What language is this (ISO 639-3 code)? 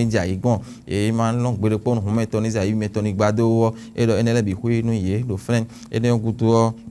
fon